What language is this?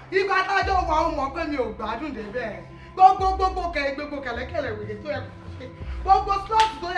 Yoruba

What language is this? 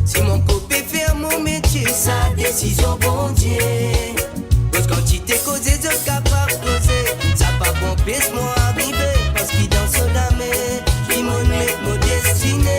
Morisyen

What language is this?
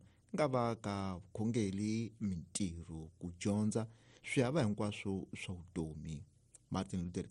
Tsonga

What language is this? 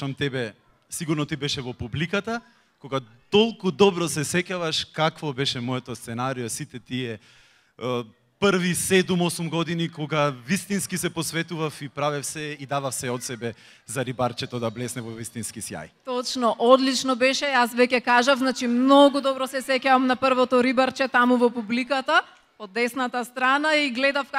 Macedonian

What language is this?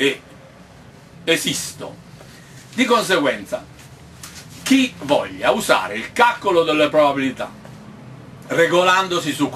Italian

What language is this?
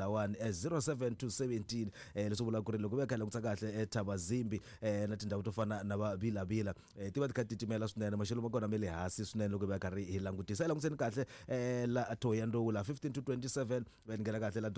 Tsonga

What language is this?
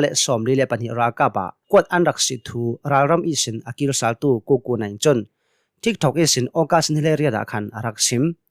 Hakha Chin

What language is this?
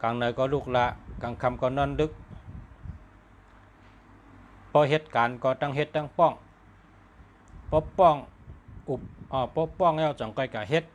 Shan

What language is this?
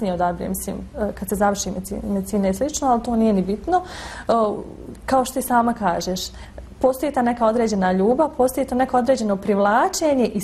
Bosnian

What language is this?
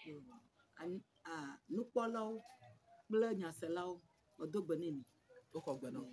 Ewe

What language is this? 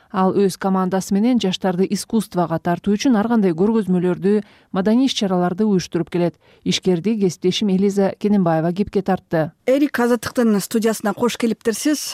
Kyrgyz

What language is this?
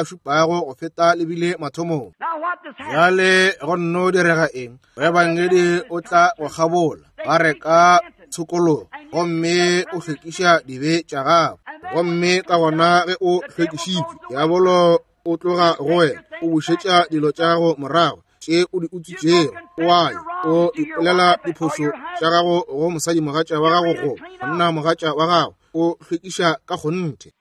Northern Sotho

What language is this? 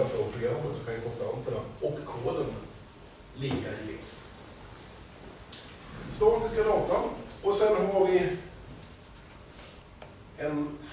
Swedish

